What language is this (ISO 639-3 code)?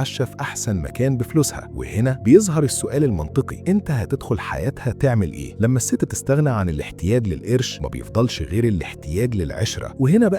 arz